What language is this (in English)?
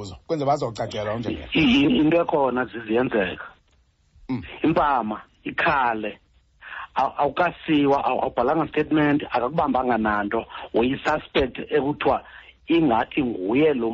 Xhosa